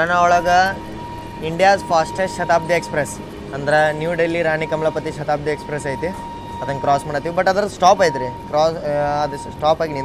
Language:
Kannada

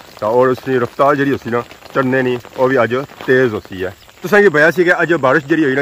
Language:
Pahari-Potwari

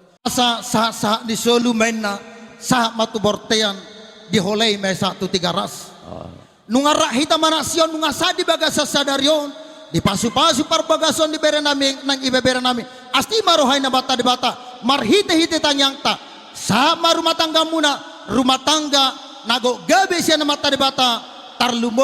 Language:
Batak Toba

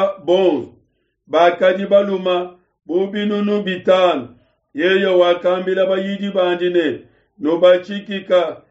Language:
Luba-Lulua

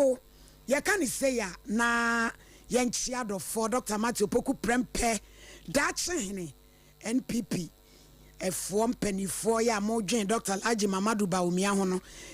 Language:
Akan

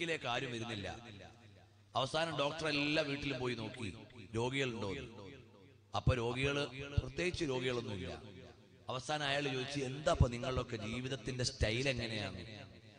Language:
Malayalam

